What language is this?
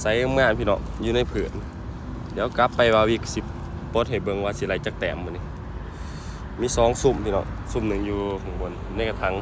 Lao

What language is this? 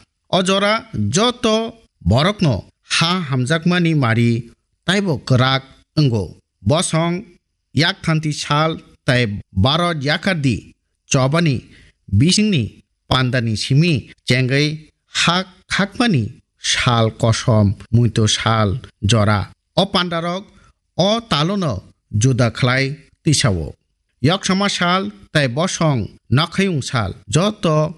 Kok Borok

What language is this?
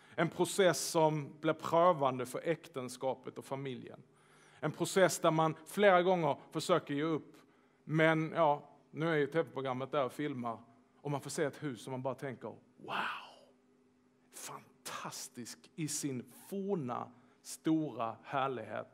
Swedish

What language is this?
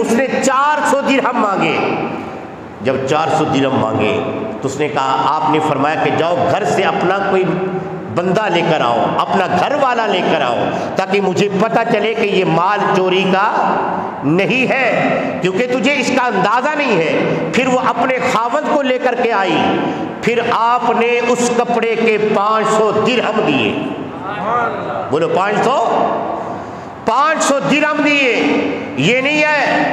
Urdu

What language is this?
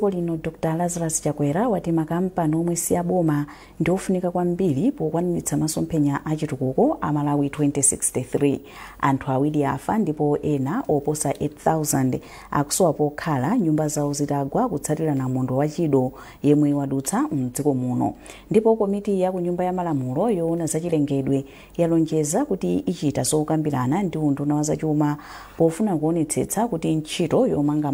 Nyanja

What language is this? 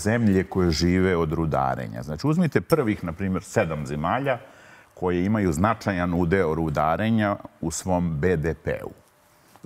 Serbian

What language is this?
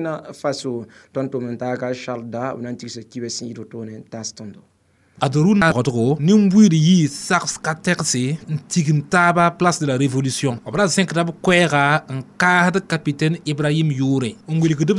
Mossi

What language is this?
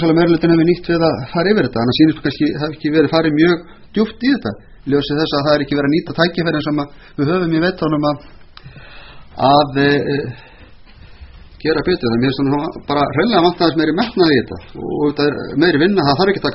Icelandic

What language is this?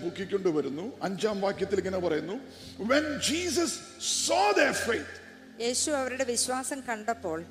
Malayalam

